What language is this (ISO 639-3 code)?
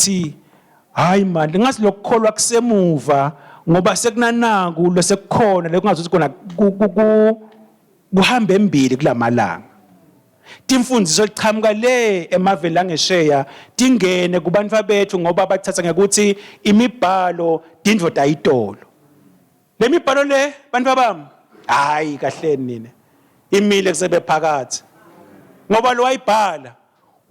ssw